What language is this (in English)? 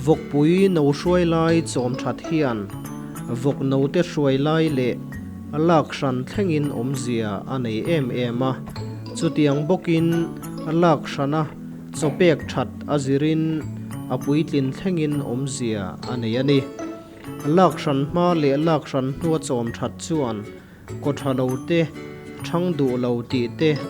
Mizo